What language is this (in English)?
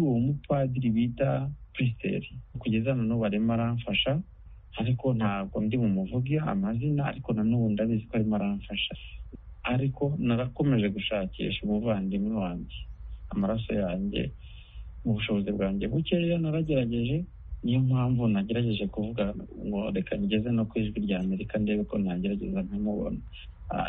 Kinyarwanda